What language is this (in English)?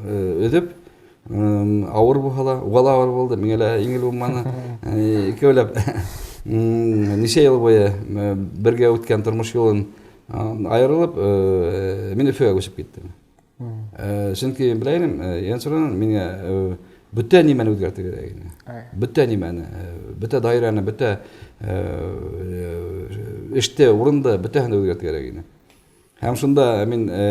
Bashkir